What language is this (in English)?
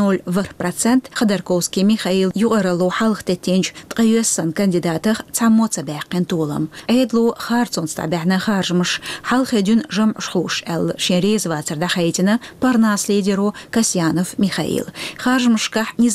Chechen